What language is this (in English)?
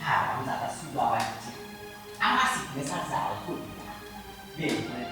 Sylheti